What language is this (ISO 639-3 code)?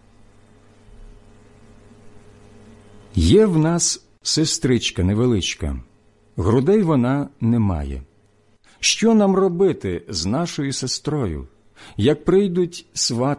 ukr